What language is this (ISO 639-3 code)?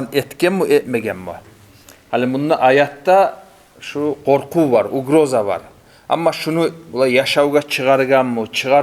kum